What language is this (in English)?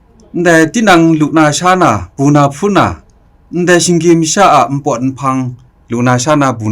Kachin